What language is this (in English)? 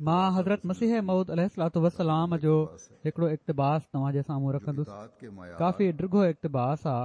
Sindhi